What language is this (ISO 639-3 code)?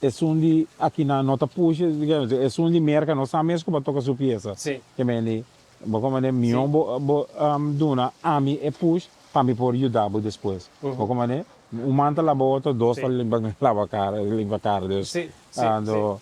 pap